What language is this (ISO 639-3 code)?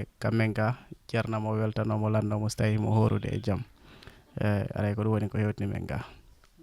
ful